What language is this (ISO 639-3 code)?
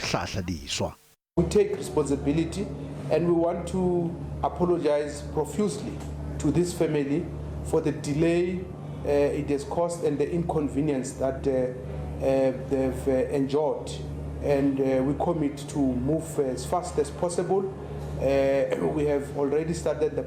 nso